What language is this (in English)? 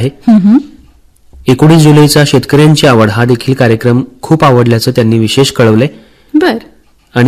Marathi